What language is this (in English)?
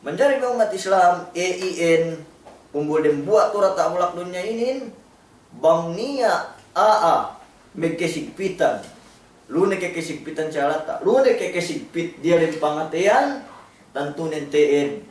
Yakan